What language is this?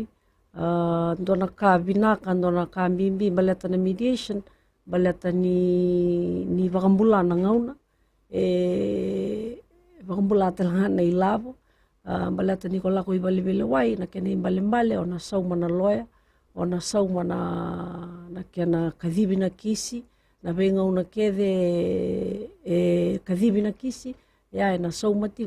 Fijian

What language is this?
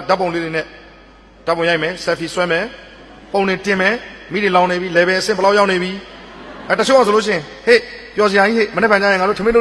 Burmese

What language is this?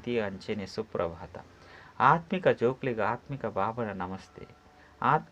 Tulu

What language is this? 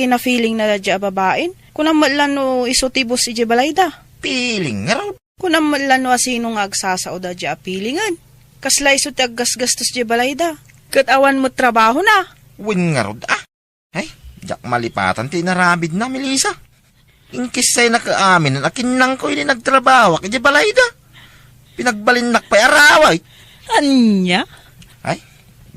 Iloko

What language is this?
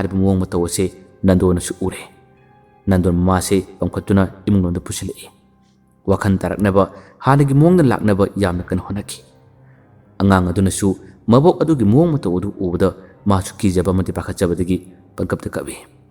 Manipuri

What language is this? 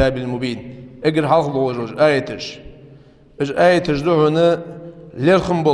Ingush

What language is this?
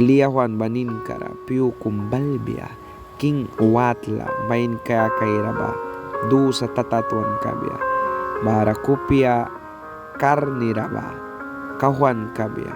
Mískito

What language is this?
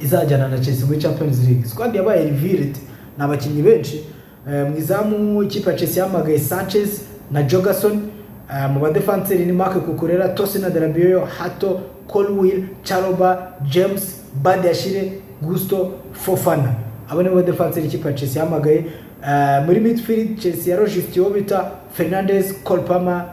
Kinyarwanda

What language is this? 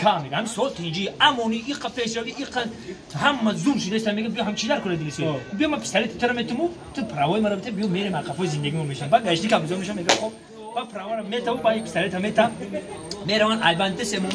Tajik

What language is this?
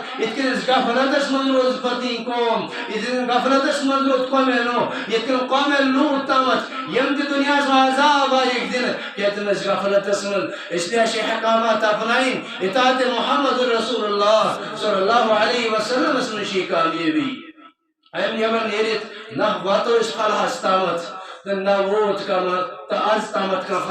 Kashmiri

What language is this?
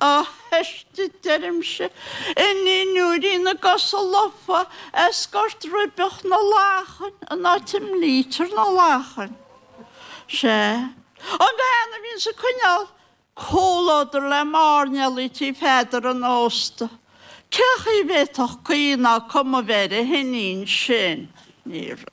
Irish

